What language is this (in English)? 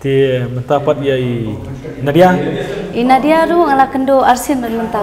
Khasi